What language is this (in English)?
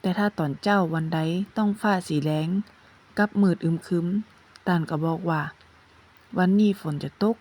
Northern Thai